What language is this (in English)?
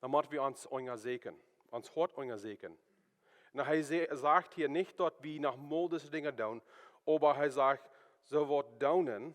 Plautdietsch